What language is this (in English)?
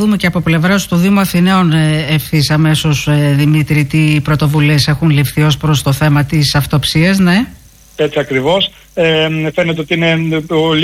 Greek